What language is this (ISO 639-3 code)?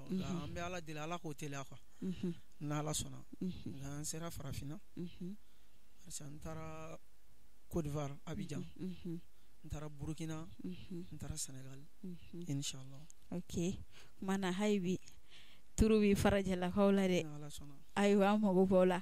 bam